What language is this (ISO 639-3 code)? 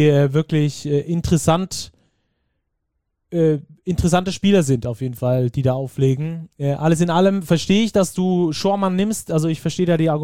deu